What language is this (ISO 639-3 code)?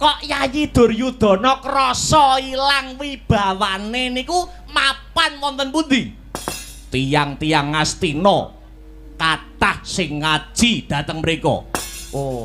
jav